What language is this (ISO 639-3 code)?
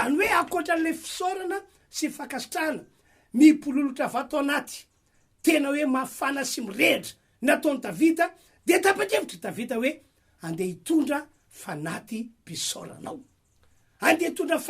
mlg